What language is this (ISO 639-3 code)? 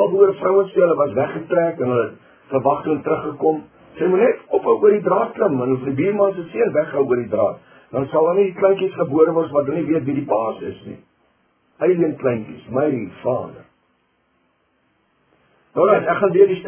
afr